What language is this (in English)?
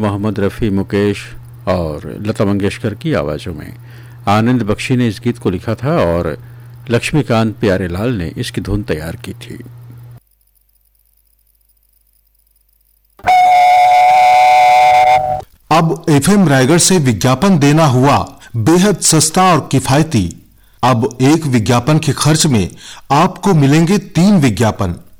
Hindi